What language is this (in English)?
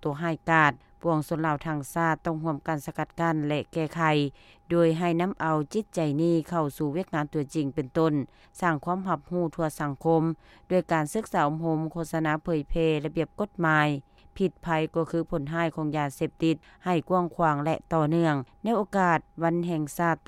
Lao